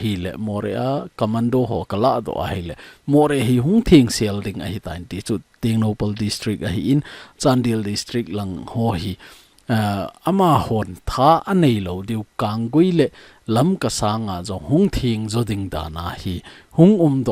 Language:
Thado Chin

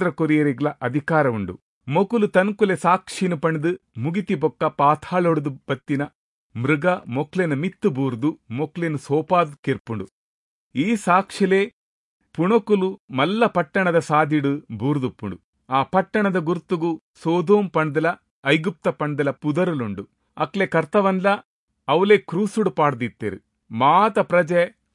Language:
Tulu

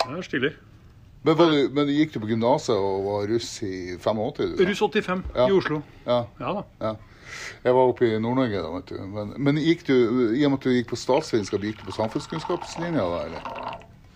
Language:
Norwegian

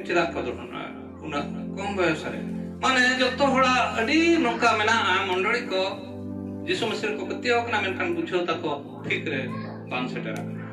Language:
Santali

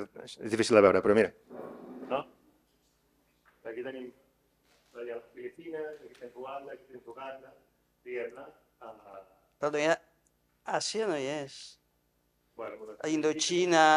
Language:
Catalan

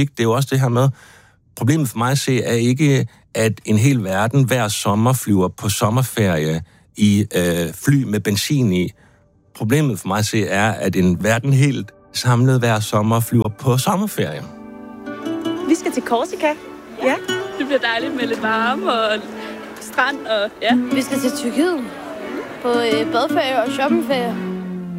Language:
Danish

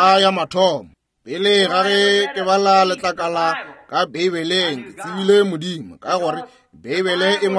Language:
Northern Sotho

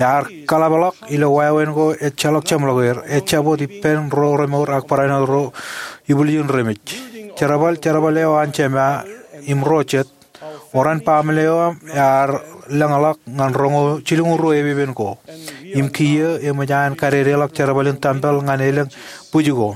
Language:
Marshallese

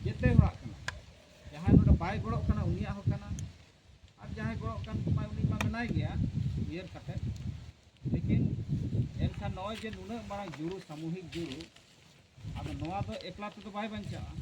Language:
Santali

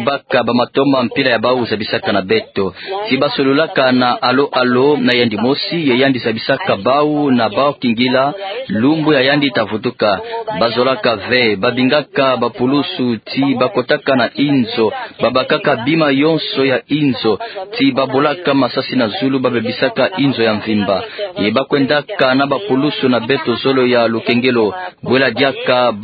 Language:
Kituba (Democratic Republic of Congo)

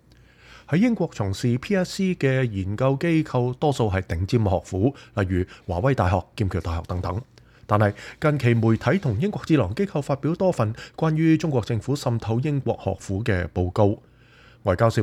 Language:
Cantonese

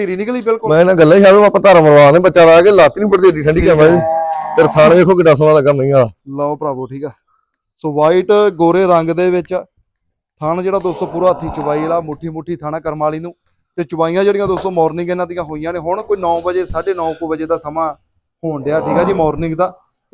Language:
Punjabi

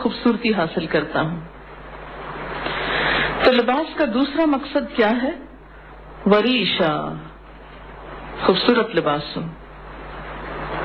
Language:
Urdu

